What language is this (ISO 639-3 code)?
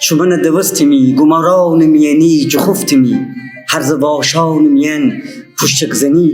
glk